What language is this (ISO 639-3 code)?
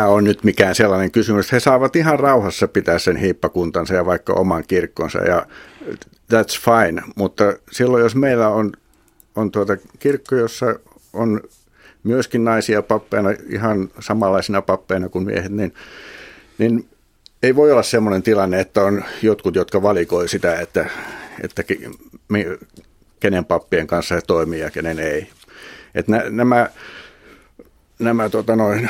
fin